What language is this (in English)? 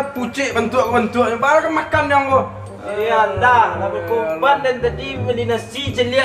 Minangkabau